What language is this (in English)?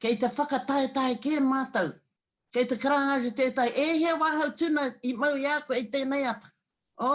Māori